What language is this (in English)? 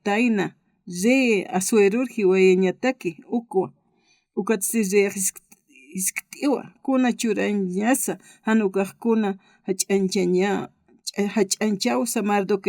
Aymara